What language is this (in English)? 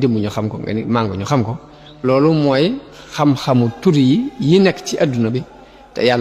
Wolof